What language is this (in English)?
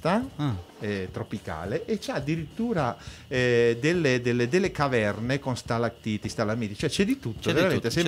Italian